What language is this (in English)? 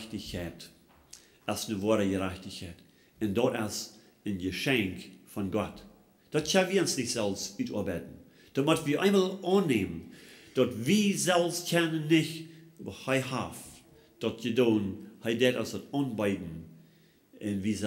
Plautdietsch